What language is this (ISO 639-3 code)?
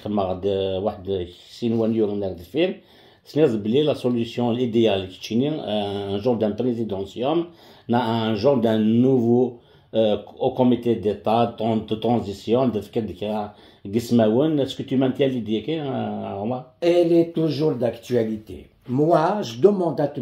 kab